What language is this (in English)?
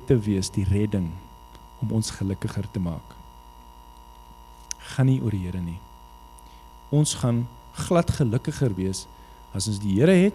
Afrikaans